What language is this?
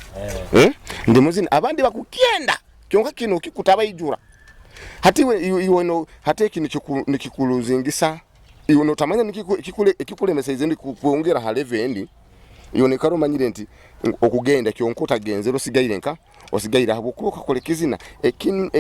Nyoro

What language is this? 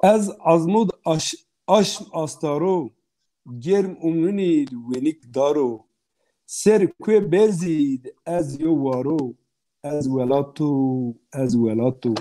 Zaza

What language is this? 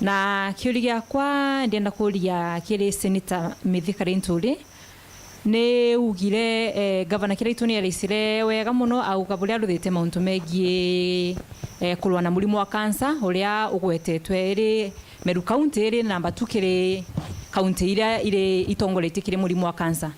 Meru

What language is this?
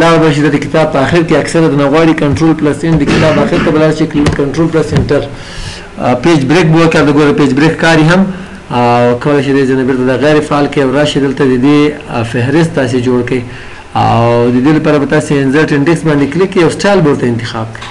Pashto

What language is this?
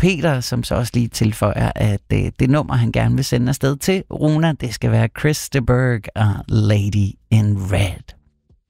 Danish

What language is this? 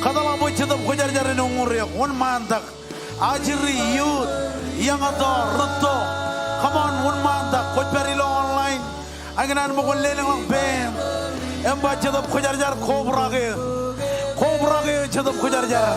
Marshallese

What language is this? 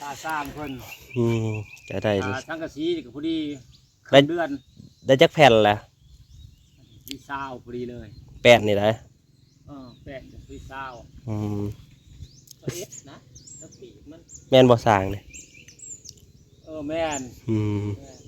Northeastern Thai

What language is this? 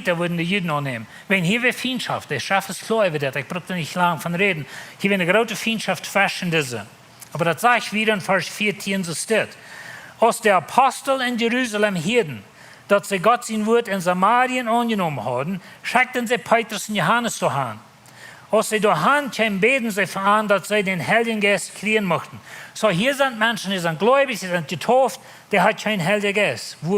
Plautdietsch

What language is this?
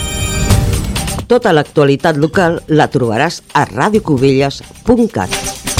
Catalan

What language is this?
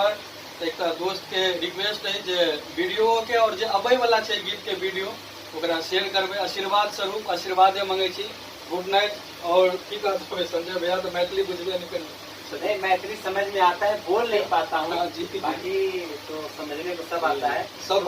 Maithili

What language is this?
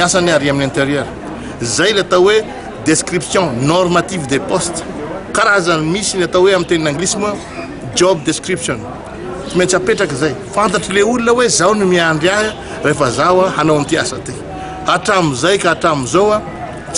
Malagasy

